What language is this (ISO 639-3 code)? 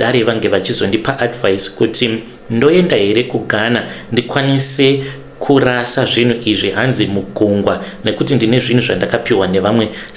sna